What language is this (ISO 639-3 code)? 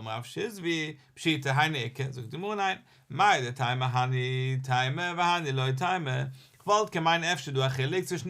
yid